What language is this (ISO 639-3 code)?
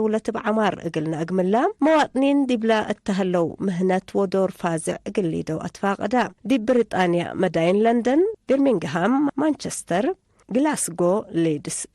tig